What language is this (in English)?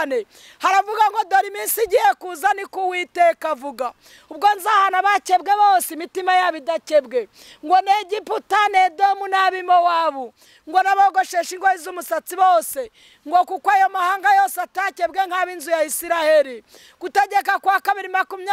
Kinyarwanda